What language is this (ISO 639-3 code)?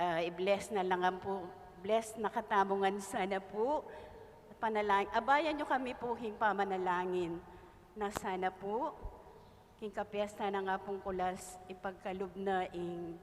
pam